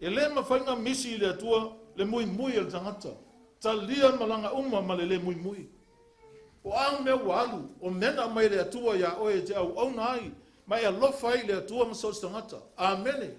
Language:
Samoan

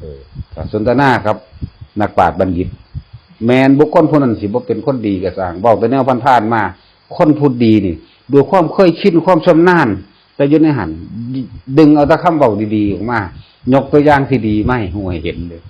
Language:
Northeastern Thai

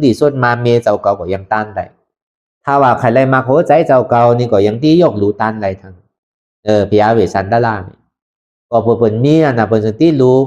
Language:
Shan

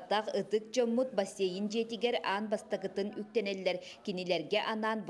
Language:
Yakut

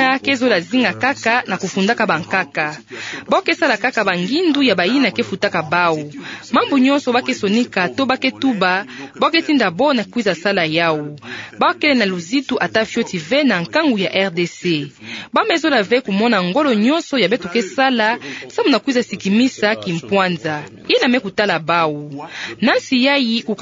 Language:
Kituba (Democratic Republic of Congo)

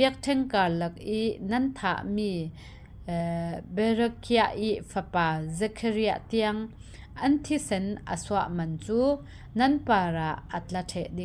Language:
Falam Chin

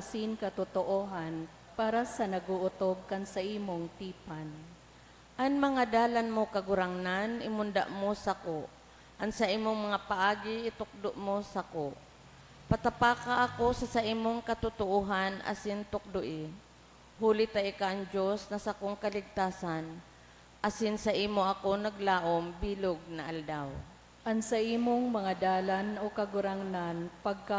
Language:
Bikol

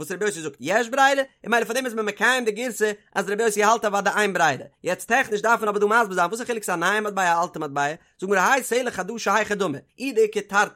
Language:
Yiddish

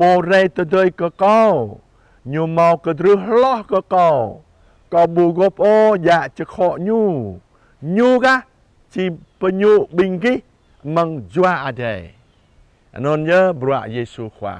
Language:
Jarai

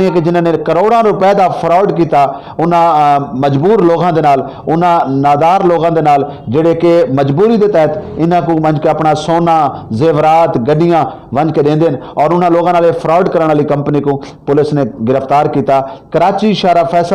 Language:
Saraiki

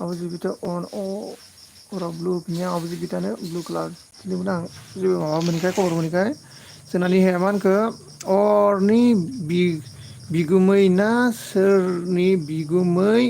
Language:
Bodo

